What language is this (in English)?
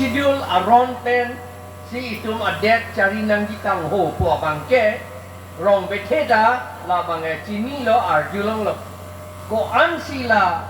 Karbi